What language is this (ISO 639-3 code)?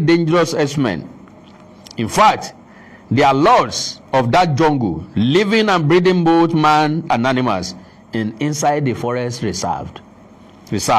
yor